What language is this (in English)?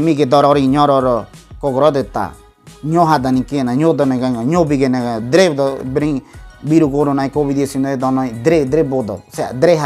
Ngäbere